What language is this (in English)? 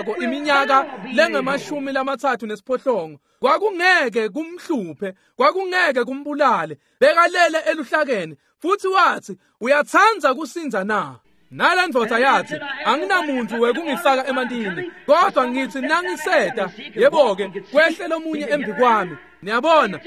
Swati